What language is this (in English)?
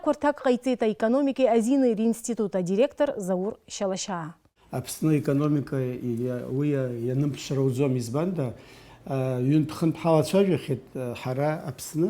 Abkhazian